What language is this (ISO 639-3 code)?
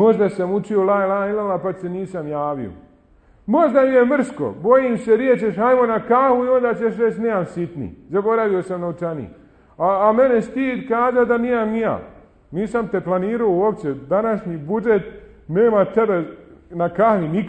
bos